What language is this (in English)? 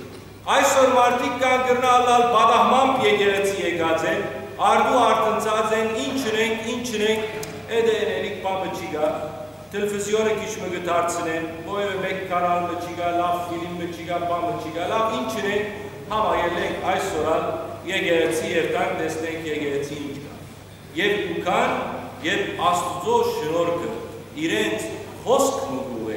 Western Armenian